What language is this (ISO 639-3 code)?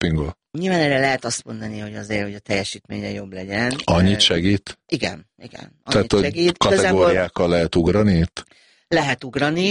hun